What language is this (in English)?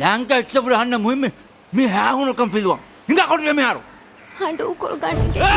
Divehi